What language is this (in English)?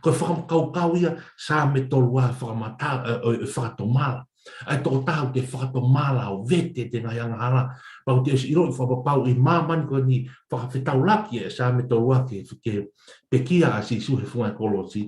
Tongan